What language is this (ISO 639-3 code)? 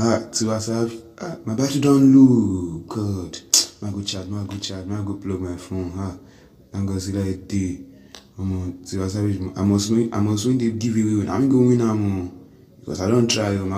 pcm